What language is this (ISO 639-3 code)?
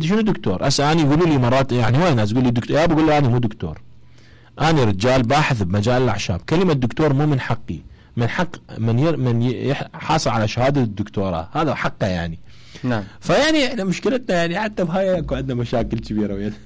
acm